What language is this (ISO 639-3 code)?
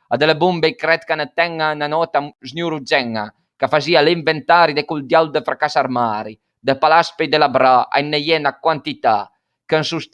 pms